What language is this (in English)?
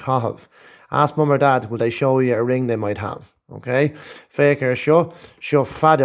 Irish